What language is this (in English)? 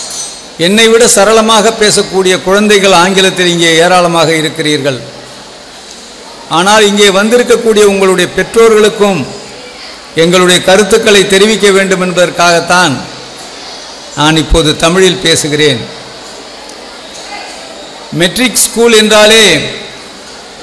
Tamil